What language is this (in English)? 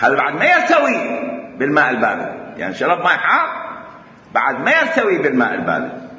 Mesopotamian Arabic